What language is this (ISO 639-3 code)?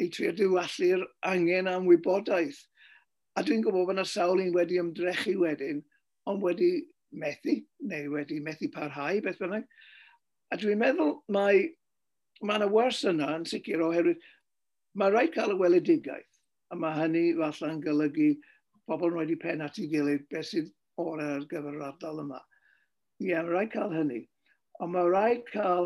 cym